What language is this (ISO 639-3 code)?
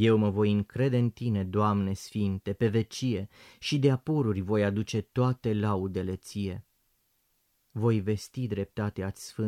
ron